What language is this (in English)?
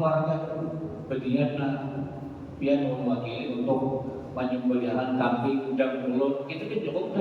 Banjar